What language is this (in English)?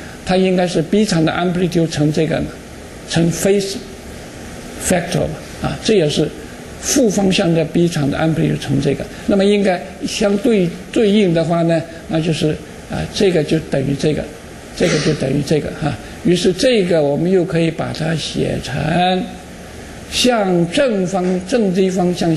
Chinese